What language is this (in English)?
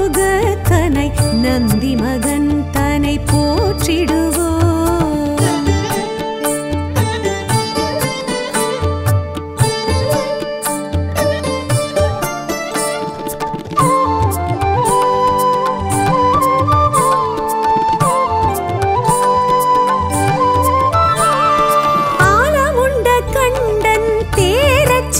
Tamil